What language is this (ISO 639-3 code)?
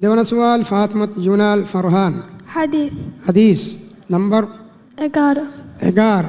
div